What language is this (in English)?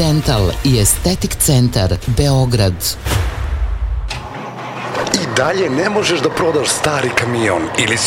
Serbian